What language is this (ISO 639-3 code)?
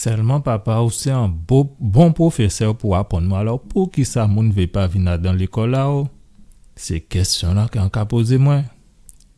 gcf